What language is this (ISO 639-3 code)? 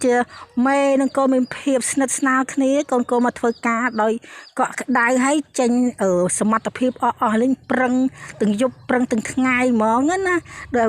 khm